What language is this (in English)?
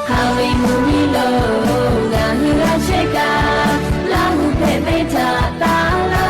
Lahu